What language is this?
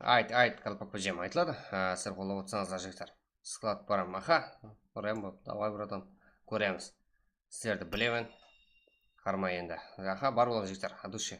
Kara-Kalpak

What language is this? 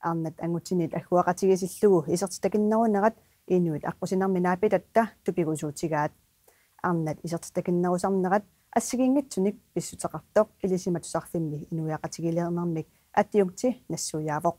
Kalaallisut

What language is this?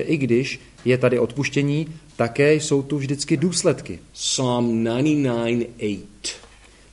Czech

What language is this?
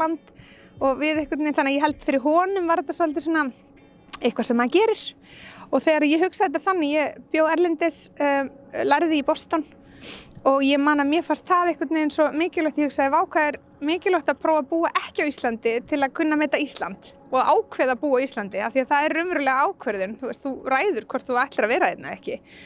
Icelandic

